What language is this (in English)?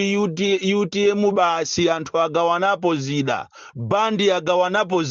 Nyanja